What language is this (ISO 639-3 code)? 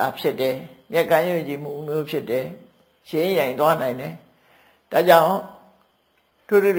mya